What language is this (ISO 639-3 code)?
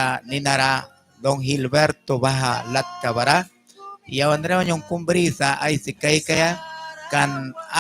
miq